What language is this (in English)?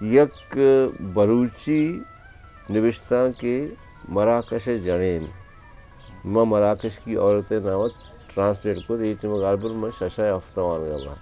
Eastern Balochi